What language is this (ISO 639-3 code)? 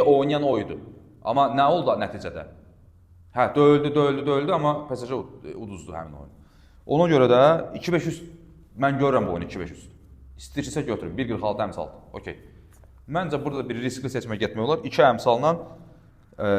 aze